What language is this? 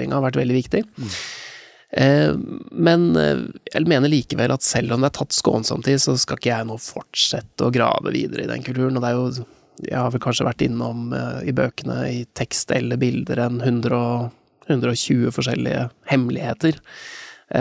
Norwegian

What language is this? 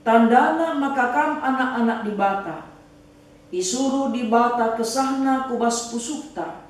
Batak Karo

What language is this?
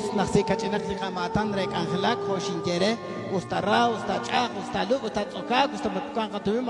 Kekchí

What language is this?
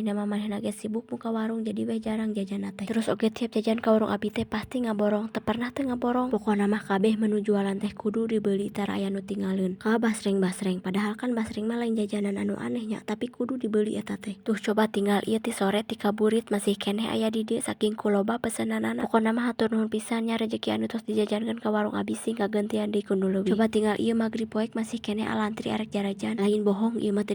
Sundanese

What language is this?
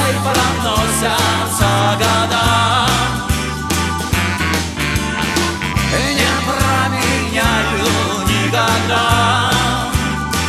Russian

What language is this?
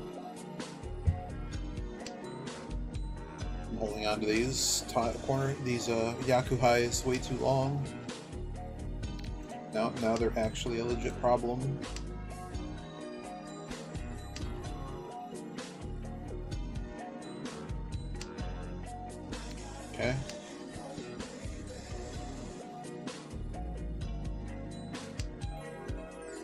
English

